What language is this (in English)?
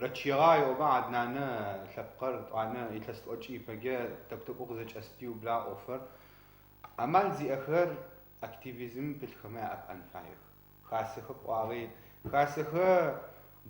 Adyghe